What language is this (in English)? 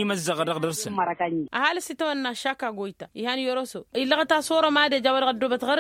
Tamasheq